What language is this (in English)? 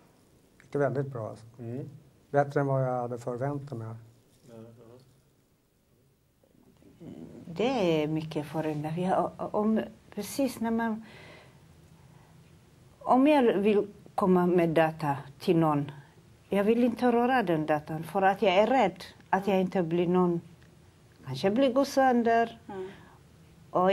Swedish